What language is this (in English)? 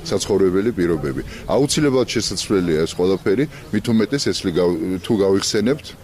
Georgian